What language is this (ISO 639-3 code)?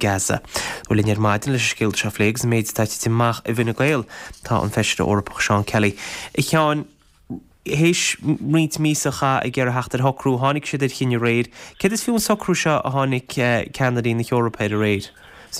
gle